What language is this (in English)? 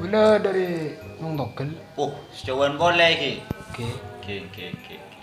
Madurese